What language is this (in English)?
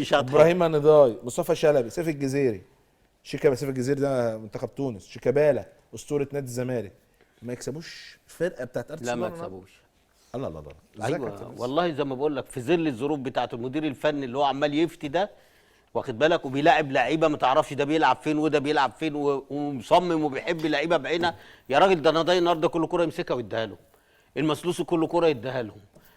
Egyptian Arabic